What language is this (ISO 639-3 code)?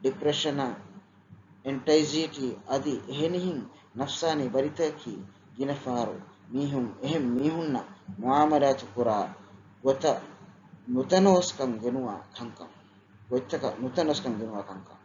div